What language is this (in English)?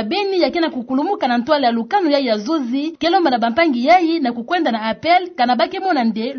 Kituba (Democratic Republic of Congo)